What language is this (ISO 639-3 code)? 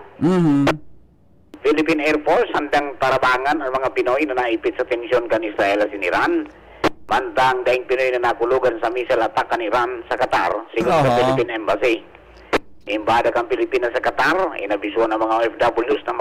bik